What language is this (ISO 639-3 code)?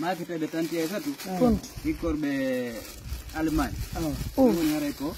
ful